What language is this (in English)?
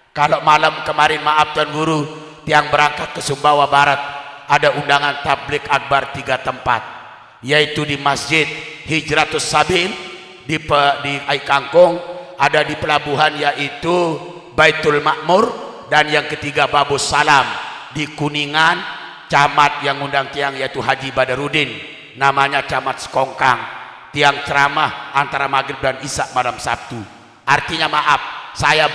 Sasak